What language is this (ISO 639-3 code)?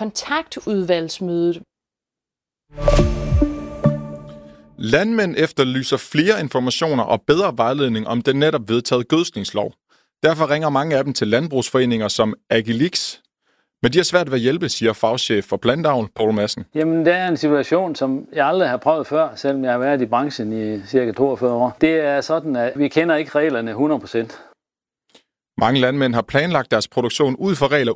dan